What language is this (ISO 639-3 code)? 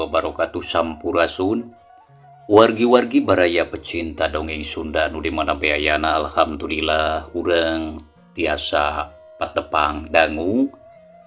sun